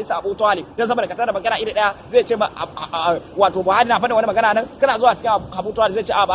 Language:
Hausa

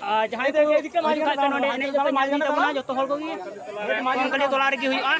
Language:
Santali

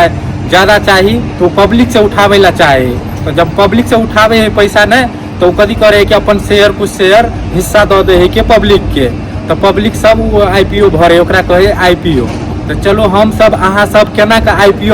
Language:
Maithili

